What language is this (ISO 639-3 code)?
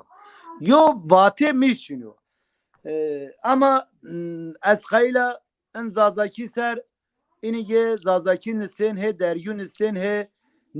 zza